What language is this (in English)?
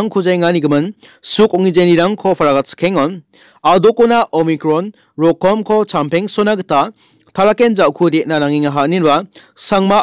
Garo